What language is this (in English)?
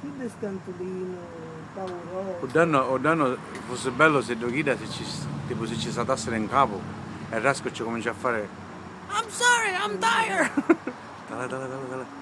Sicilian